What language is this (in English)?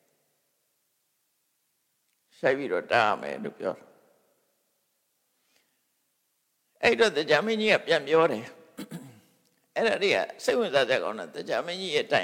Burmese